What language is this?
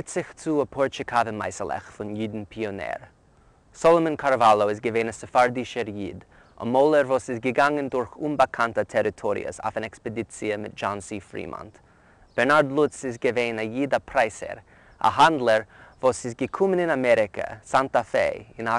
Yiddish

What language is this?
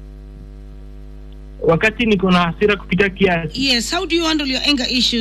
Swahili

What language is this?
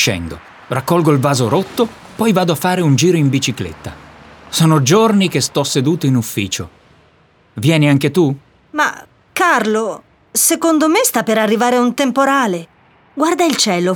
Italian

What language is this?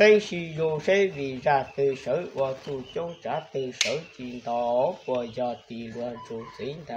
Hmong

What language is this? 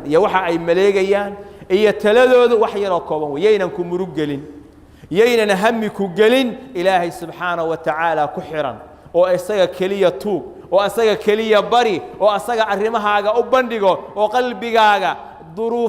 Somali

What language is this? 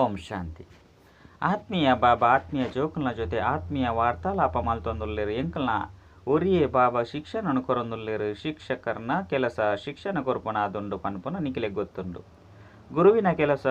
Tulu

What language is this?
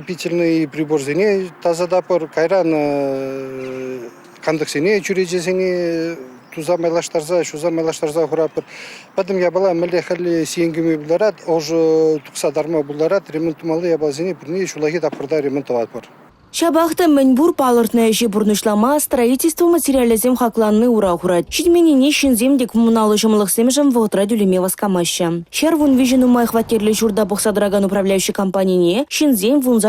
Chuvash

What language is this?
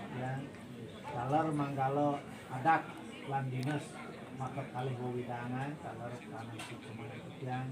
Balinese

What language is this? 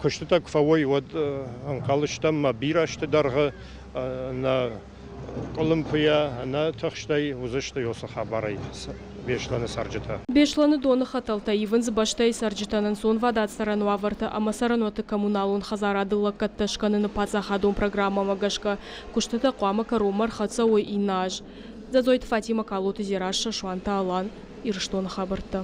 Ossetic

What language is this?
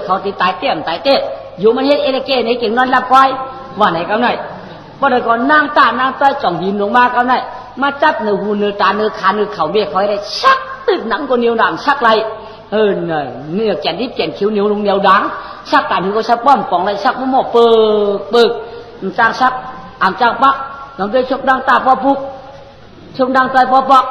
Shan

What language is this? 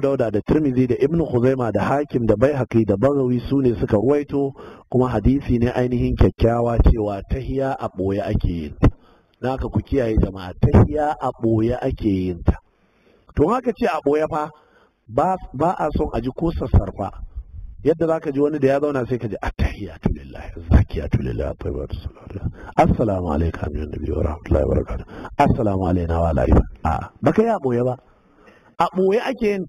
Hausa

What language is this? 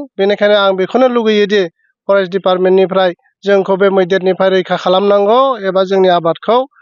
Bodo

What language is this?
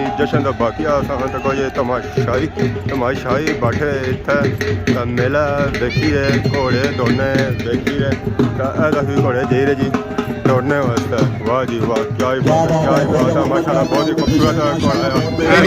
Pahari-Potwari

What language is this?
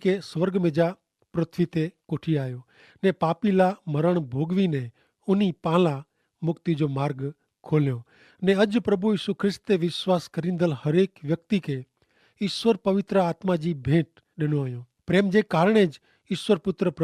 Kachhi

